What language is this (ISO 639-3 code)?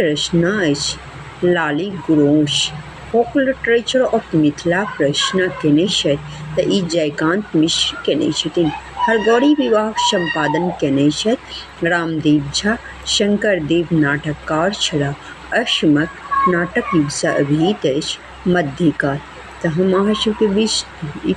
mai